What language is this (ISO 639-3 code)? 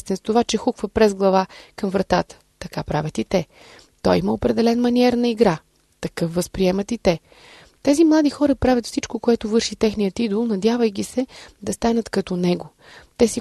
bul